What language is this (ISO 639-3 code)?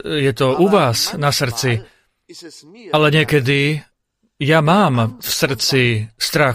slk